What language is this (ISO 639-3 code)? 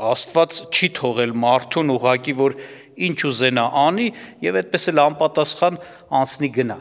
hye